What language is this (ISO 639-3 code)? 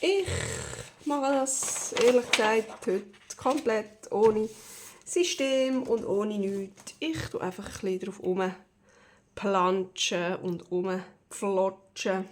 gsw